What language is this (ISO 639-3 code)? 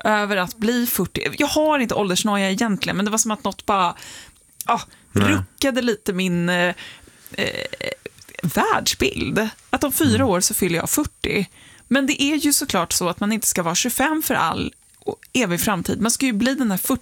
swe